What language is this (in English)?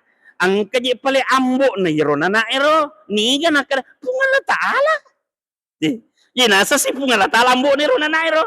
Buginese